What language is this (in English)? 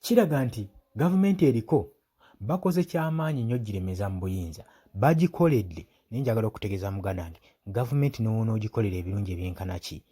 Ganda